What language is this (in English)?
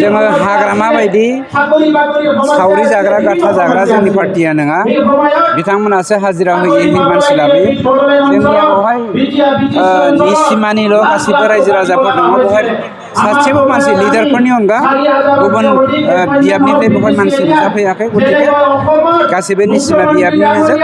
Bodo